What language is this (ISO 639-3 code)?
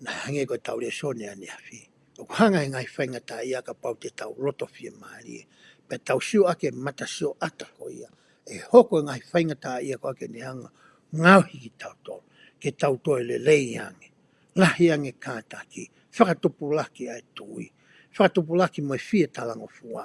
ton